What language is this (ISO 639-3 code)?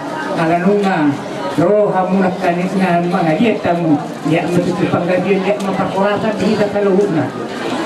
bbc